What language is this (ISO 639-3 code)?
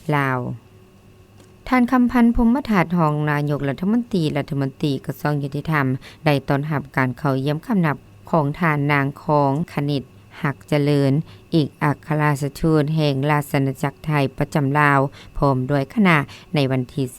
lao